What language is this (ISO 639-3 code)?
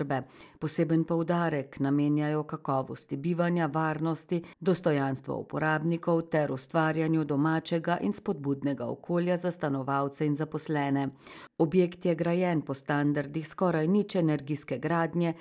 slv